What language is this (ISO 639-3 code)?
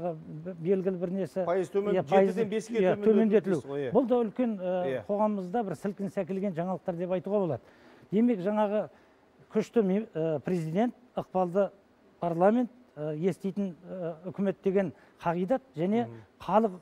kaz